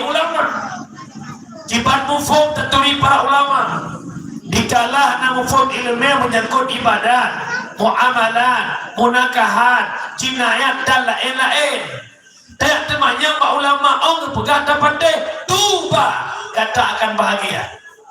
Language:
Achinese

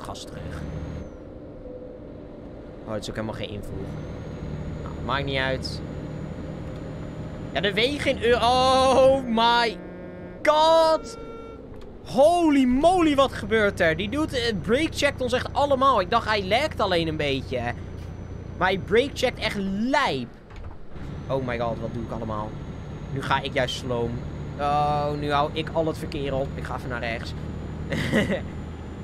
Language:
Dutch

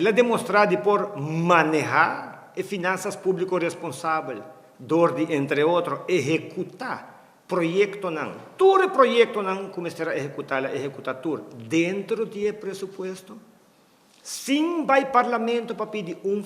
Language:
Papiamento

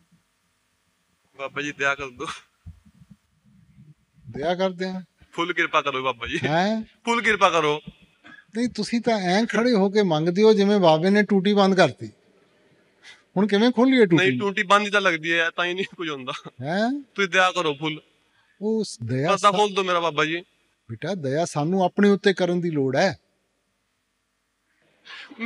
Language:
Punjabi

